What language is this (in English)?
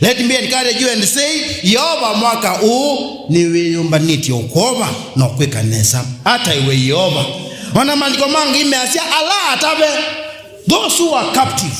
Kamba